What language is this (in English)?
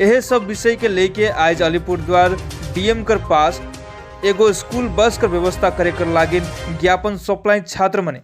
Sadri